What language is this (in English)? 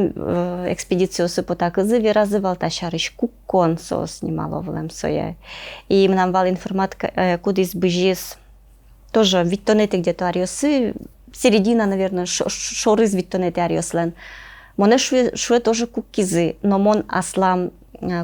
Udmurt